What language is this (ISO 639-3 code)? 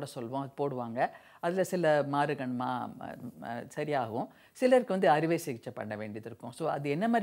tam